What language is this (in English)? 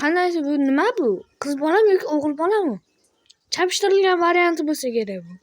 Uzbek